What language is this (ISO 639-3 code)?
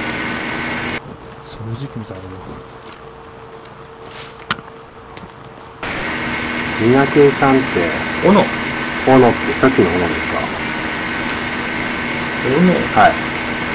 jpn